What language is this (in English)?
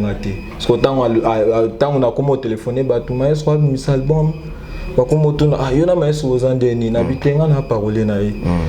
Lingala